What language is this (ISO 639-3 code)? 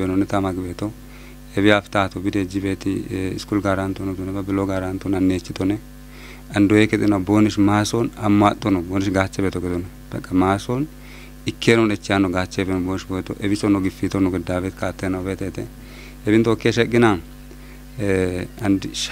kbr